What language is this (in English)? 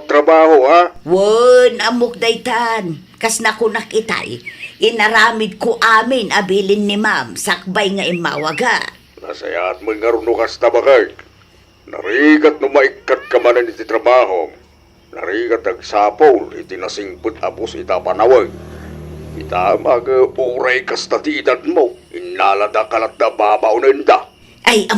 Iloko